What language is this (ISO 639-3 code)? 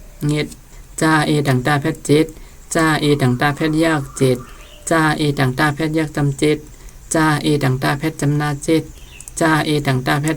shn